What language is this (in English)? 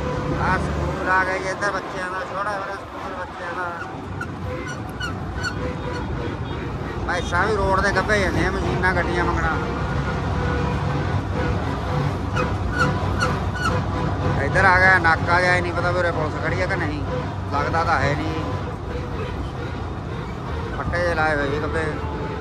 Punjabi